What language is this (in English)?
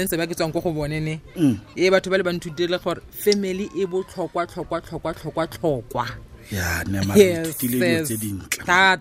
Tswana